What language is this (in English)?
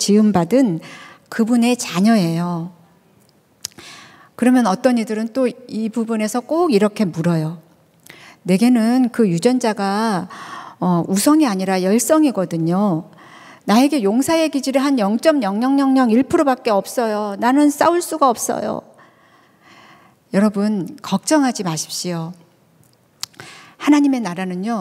Korean